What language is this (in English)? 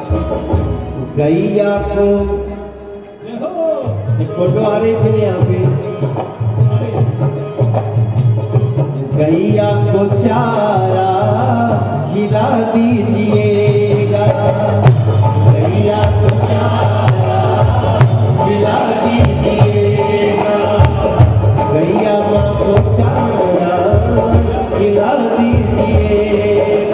Hindi